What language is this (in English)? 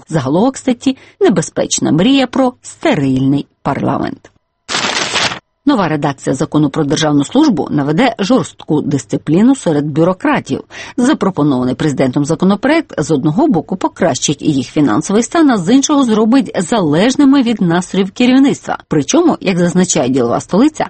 Ukrainian